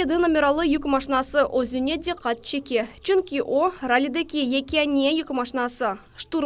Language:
Crimean Tatar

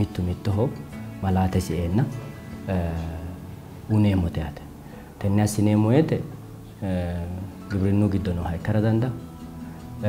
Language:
Sidamo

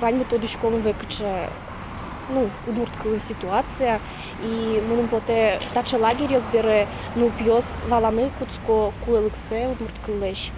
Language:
Udmurt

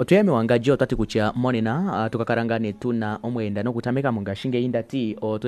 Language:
Kuanyama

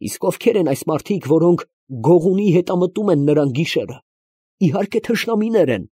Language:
Armenian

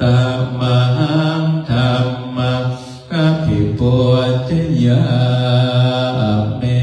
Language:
Pali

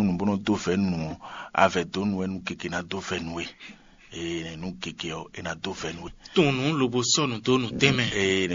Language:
Fon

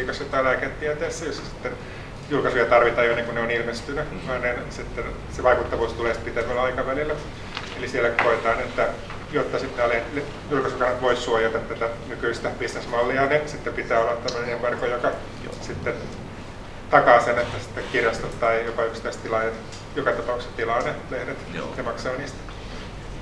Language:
Finnish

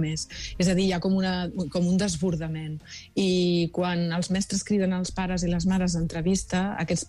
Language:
Catalan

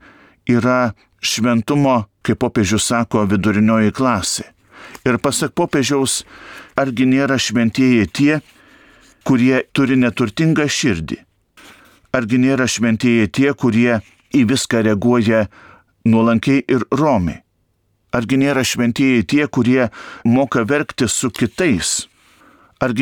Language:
Lithuanian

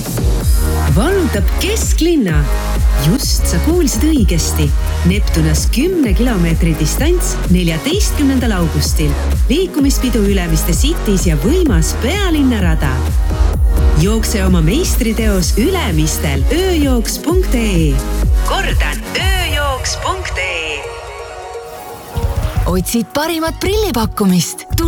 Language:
Estonian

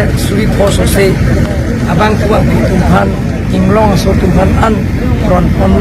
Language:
Karbi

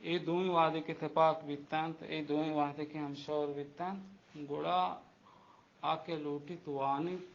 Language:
Baluchi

